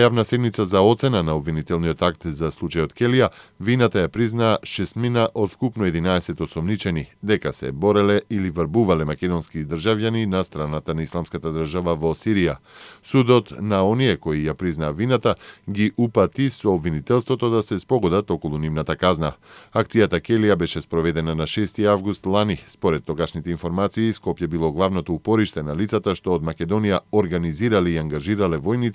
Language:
Macedonian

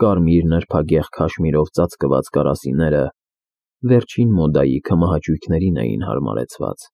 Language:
Armenian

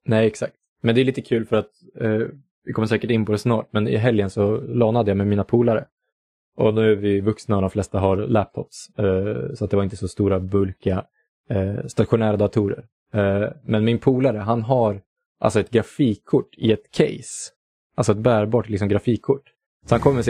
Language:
Swedish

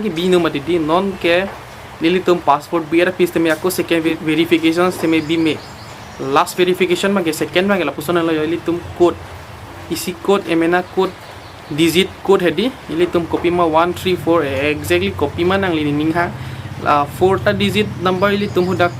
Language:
Karbi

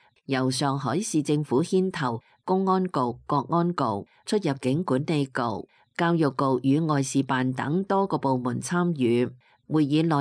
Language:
Cantonese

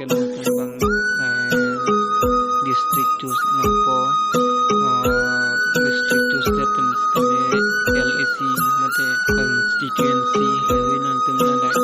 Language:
Karbi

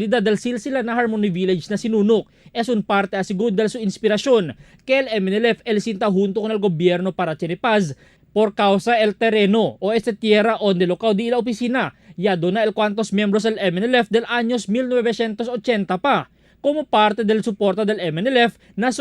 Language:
Chavacano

